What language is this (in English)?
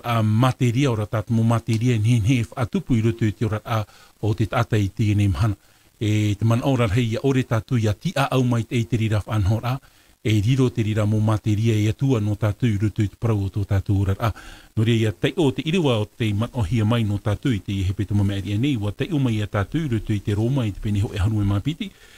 Tahitian